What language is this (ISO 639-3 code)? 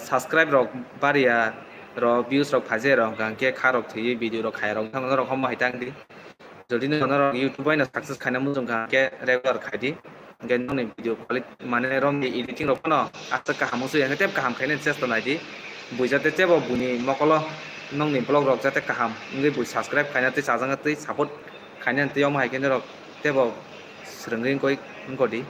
trp